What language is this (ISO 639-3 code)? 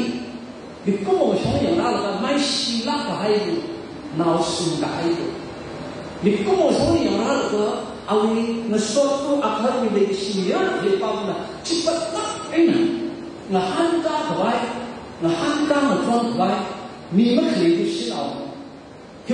nmf